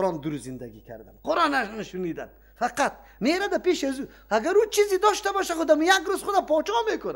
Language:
Persian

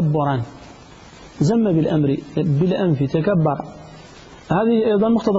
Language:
Arabic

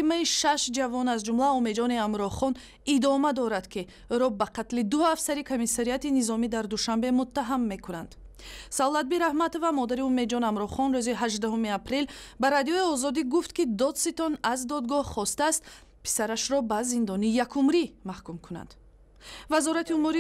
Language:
Tajik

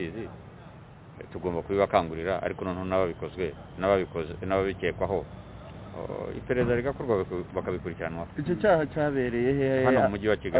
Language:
Kinyarwanda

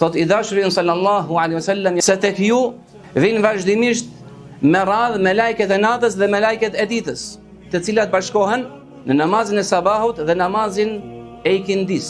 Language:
Albanian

